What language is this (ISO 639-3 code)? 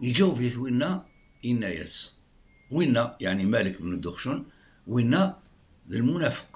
kab